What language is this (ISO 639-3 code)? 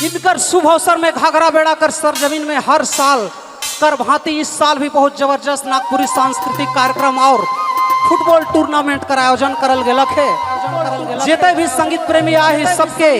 sck